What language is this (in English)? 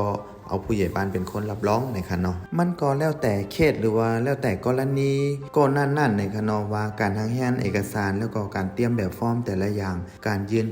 Shan